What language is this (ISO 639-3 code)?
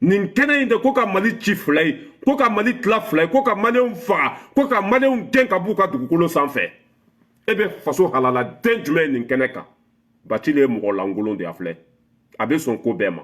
bam